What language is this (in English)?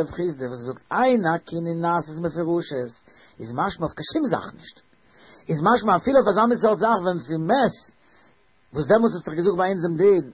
Yiddish